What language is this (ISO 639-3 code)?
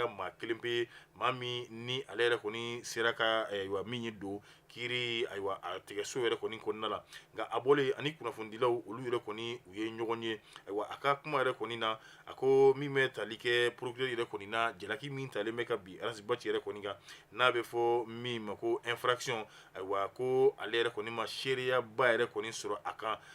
bam